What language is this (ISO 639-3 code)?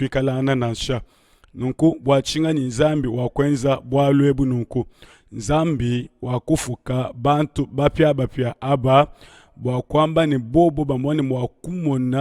lua